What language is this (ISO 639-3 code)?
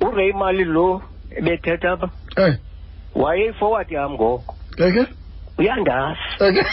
xho